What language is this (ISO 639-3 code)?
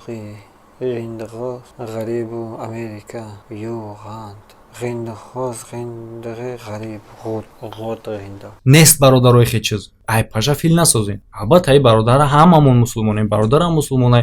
tgk